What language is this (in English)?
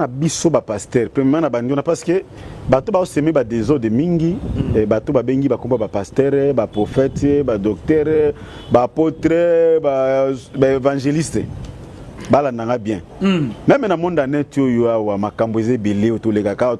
Lingala